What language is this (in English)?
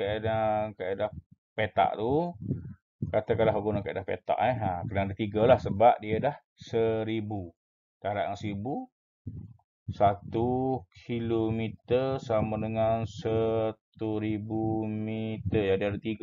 Malay